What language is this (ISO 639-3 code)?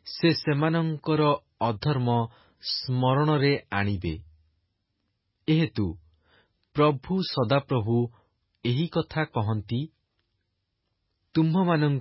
ori